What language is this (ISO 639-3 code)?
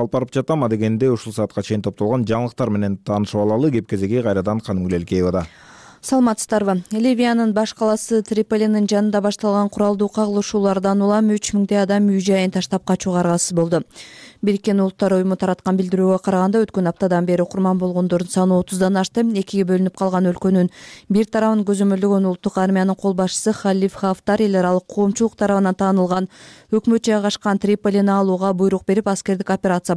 kir